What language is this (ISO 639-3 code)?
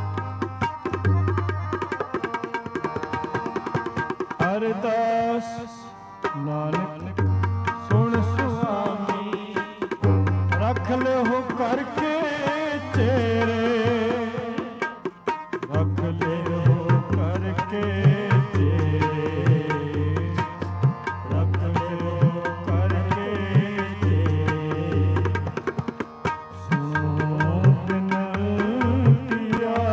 pan